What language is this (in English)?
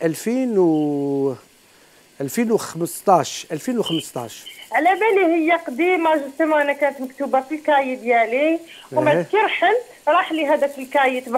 Algerian Arabic